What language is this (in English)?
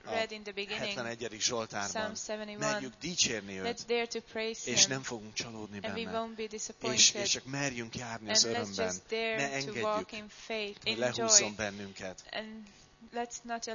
Hungarian